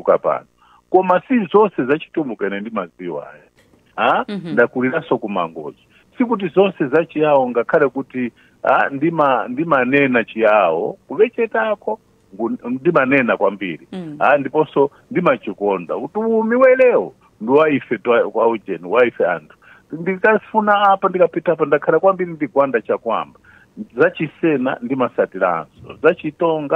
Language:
Nyanja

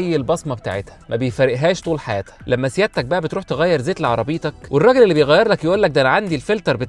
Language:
Egyptian Arabic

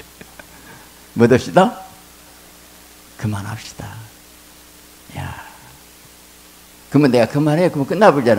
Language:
Korean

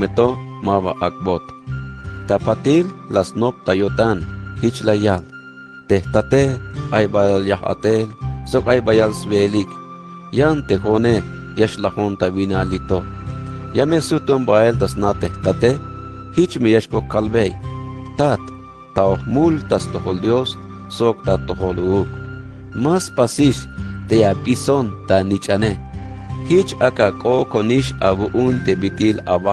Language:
Tzeltal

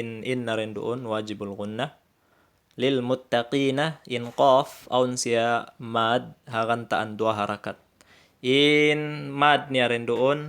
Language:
Tausug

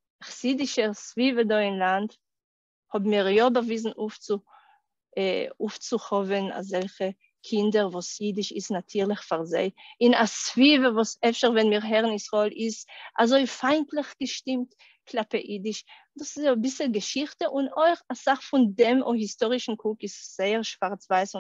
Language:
Yiddish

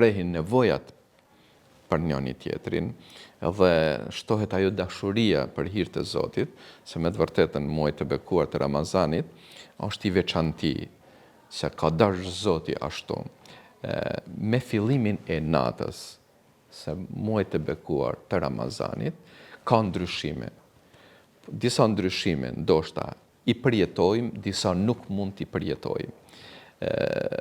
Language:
Albanian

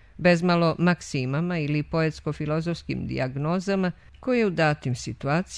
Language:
Serbian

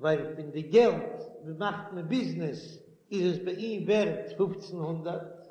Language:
Yiddish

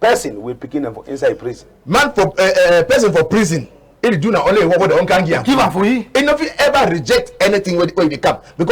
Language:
Cameroon Pidgin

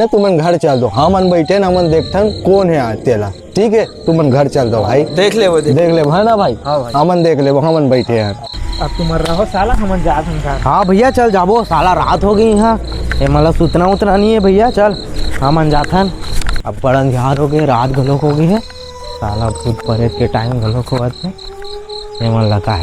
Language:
Chhattisgarhi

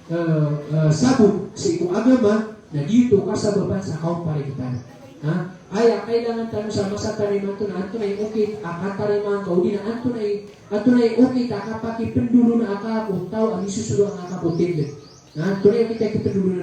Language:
Maranao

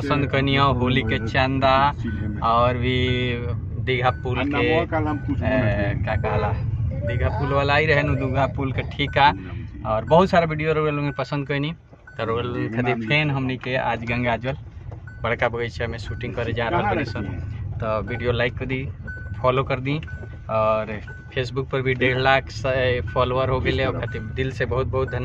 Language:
Bhojpuri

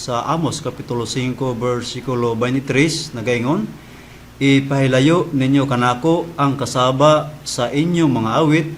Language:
Cebuano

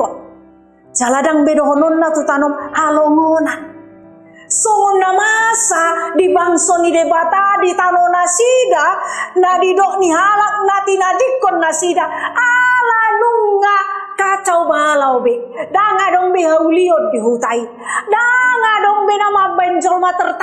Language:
Batak Toba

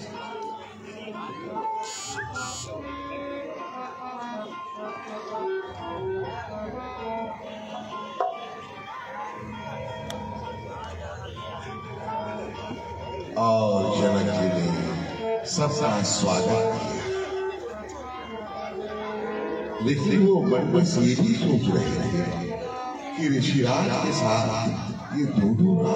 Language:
Hindi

